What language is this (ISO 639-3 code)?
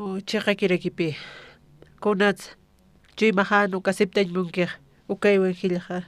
aym